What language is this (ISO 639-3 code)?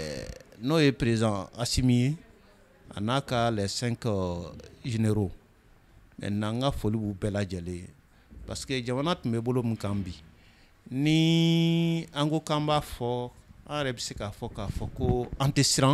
bam